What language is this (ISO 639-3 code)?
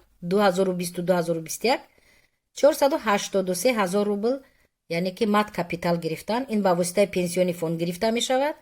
tgk